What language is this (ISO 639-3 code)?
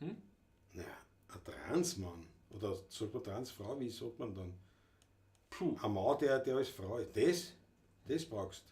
bar